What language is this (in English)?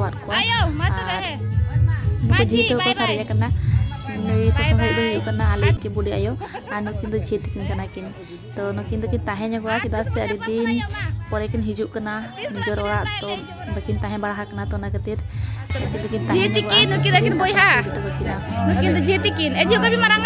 Santali